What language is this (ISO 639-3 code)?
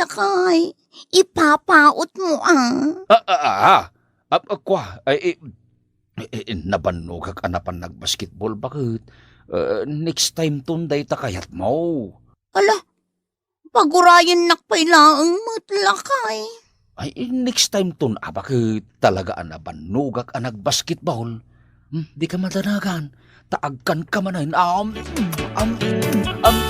ilo